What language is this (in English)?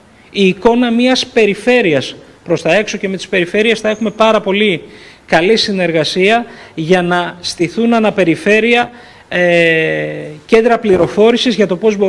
Greek